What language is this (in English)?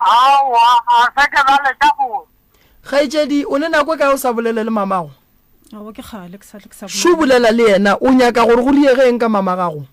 Northern Sotho